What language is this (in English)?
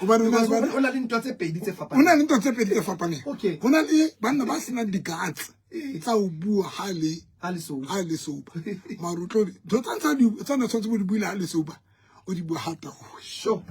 Southern Sotho